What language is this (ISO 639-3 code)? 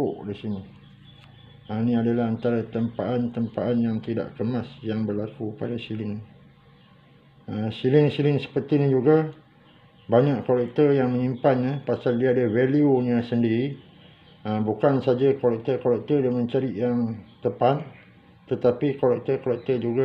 msa